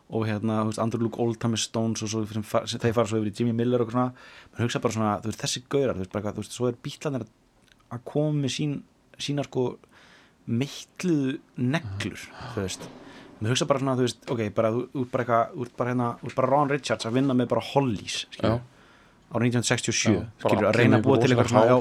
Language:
Icelandic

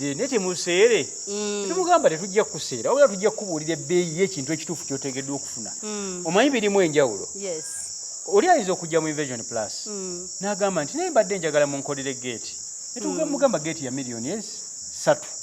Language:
Ganda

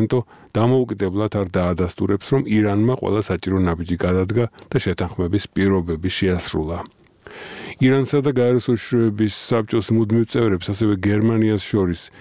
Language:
Georgian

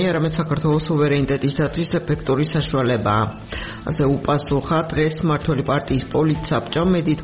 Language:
Georgian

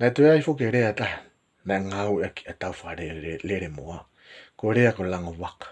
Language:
Tongan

